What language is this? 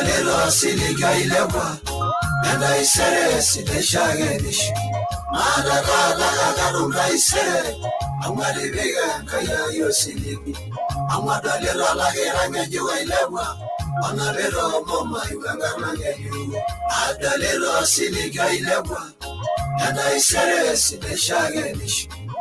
Masai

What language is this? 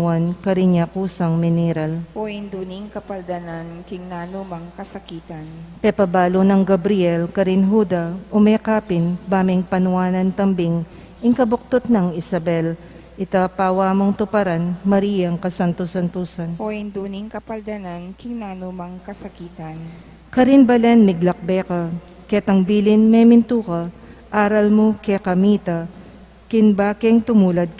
Pampanga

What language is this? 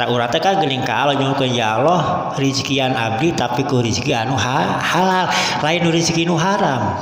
Sundanese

